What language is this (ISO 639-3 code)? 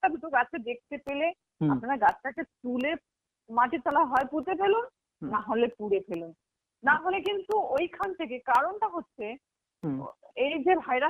ben